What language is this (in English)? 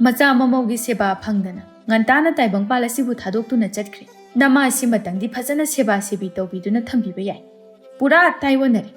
Manipuri